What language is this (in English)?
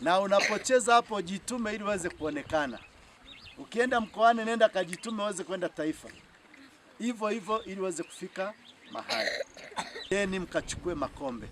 Swahili